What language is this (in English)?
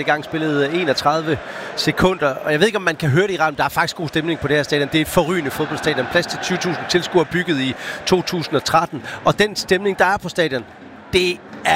Danish